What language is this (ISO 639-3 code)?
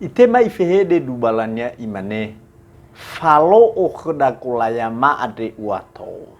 nia